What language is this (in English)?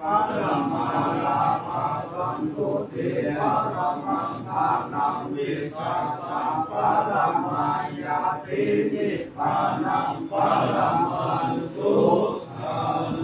Pali